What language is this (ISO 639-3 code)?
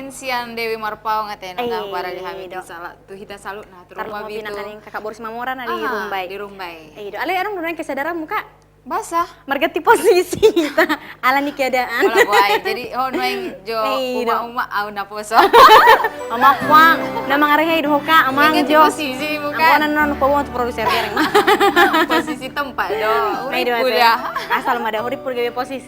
bbc